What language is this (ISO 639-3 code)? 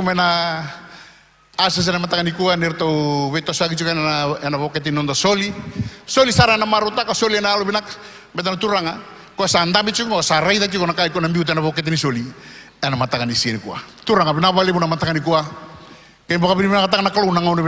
fij